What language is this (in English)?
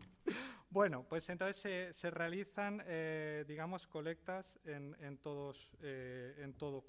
Spanish